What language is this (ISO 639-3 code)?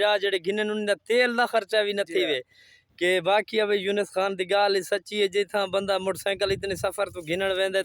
skr